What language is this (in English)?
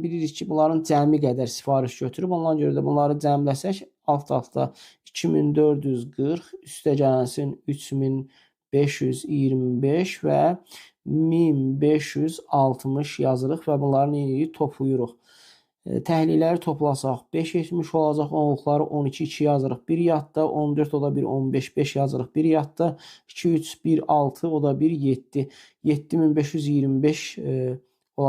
Azerbaijani